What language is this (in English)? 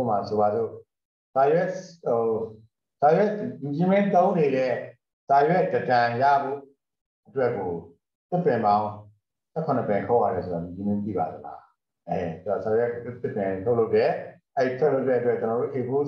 Burmese